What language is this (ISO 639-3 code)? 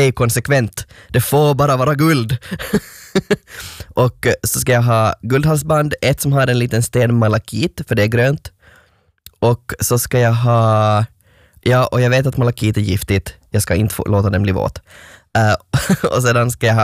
swe